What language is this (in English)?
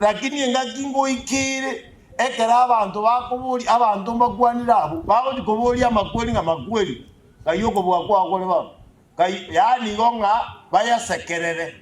Gusii